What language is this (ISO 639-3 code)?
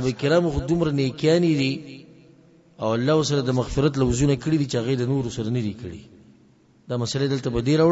pus